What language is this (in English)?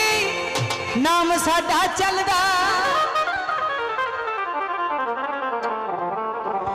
Punjabi